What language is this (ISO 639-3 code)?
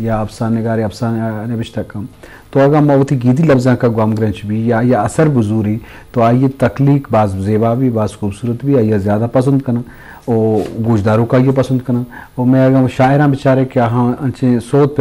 bgp